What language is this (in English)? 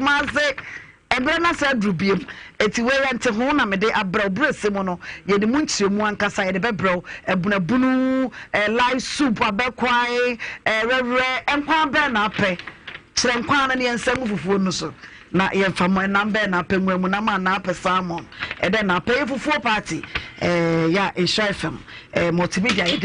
Akan